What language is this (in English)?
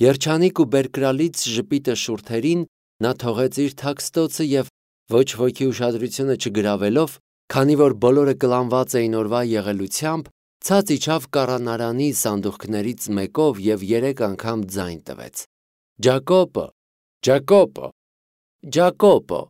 Armenian